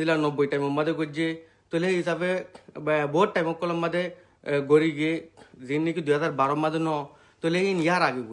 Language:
Rohingya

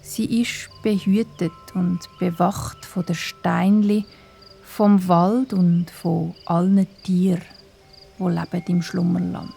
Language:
Swiss German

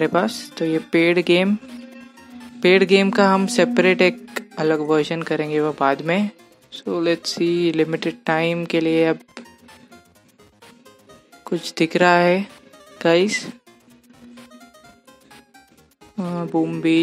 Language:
Hindi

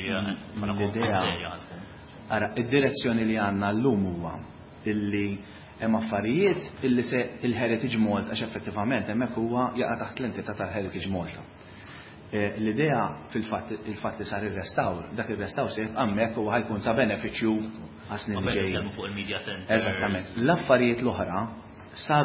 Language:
Maltese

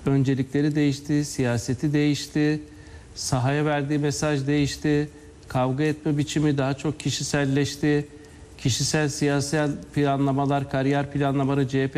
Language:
Turkish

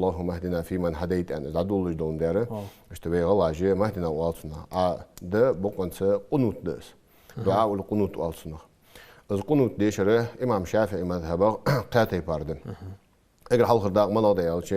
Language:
Ingush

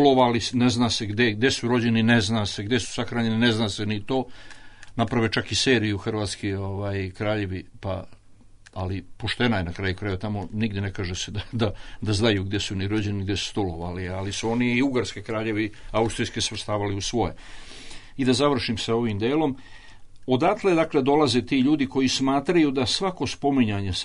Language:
Serbian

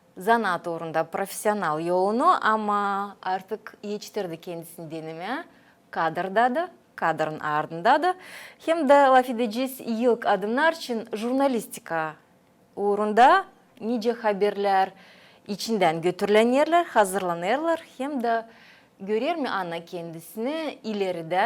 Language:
Gagauz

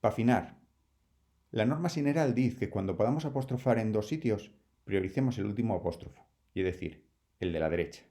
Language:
Asturian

